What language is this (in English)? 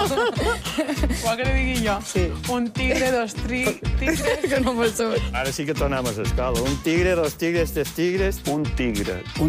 Catalan